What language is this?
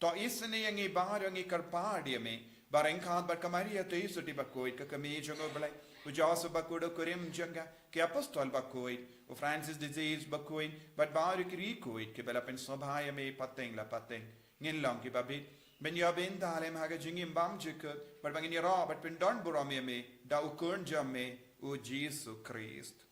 Khasi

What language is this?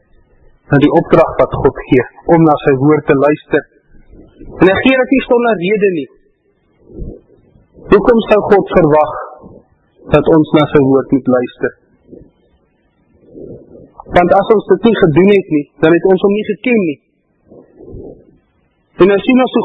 Afrikaans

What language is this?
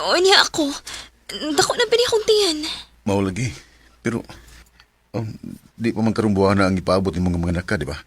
Cebuano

